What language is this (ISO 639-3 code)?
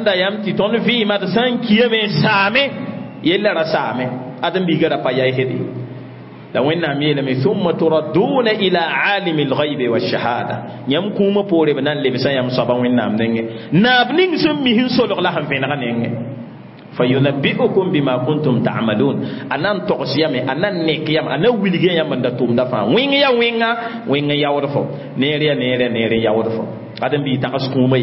mos